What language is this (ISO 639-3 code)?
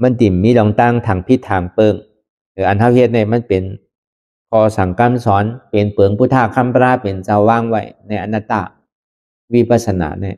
shn